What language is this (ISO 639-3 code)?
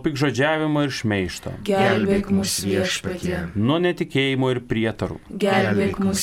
lit